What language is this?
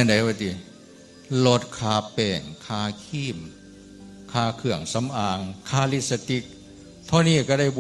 Northeastern Thai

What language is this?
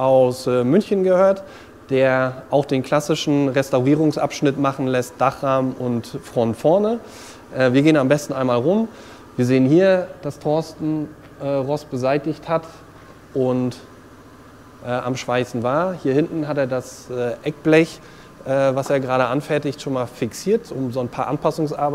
German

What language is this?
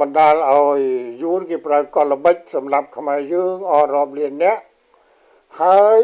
Khmer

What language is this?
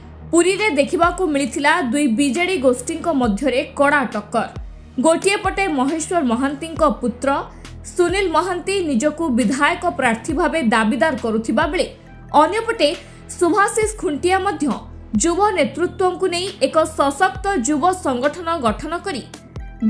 Odia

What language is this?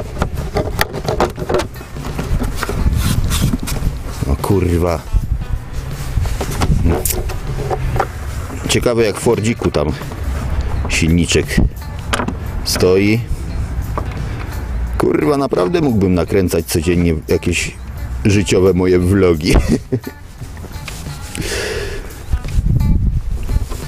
Polish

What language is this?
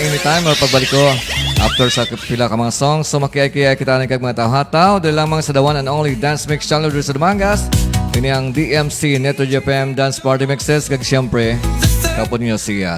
Hiligaynon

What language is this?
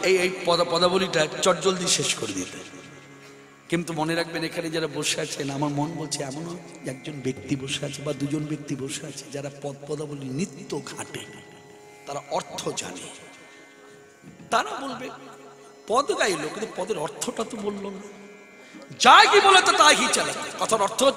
Bangla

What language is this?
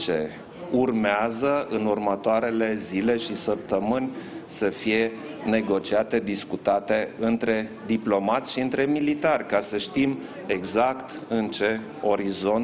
Romanian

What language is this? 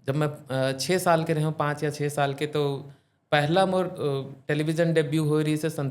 Chhattisgarhi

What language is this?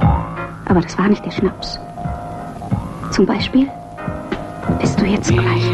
German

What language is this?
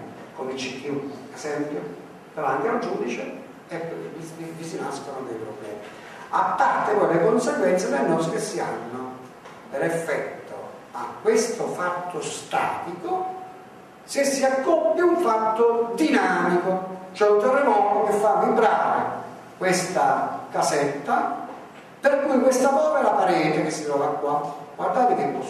Italian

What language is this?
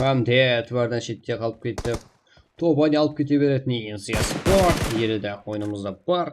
Kara-Kalpak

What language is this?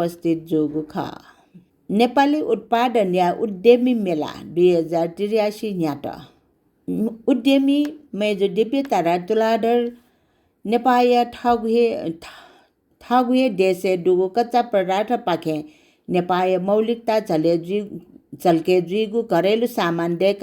Newari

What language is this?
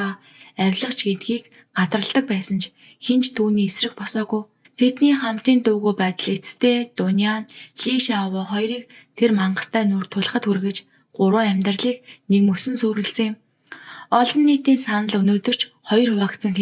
Mongolian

